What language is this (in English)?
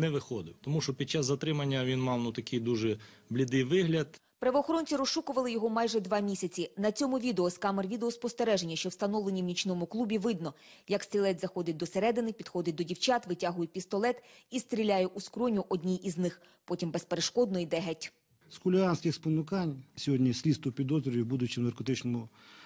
Ukrainian